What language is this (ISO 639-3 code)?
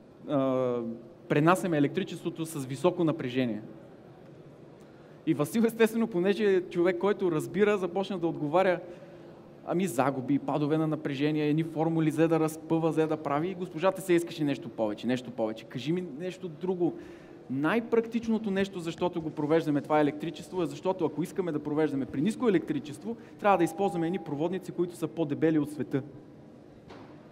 bul